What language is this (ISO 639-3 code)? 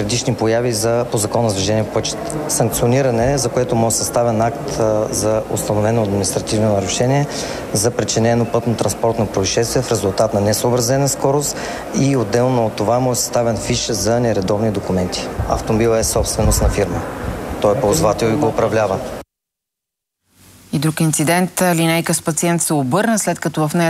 bul